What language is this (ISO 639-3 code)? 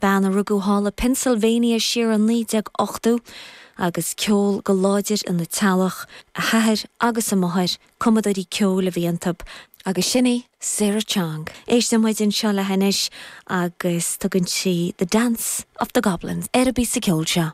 gle